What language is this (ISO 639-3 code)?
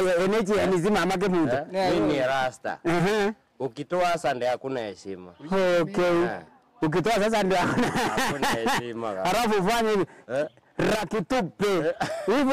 guz